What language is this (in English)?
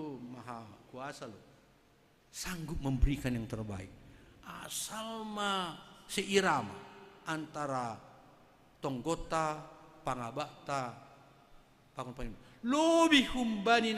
Batak Simalungun